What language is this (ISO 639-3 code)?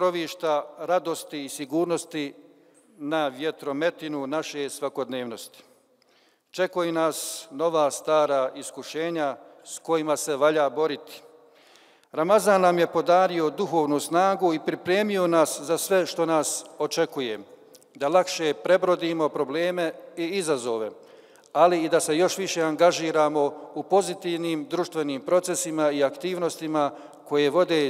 bos